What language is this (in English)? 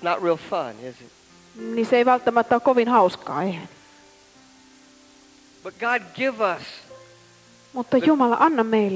Finnish